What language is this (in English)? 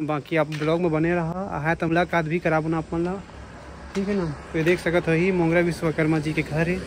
Chhattisgarhi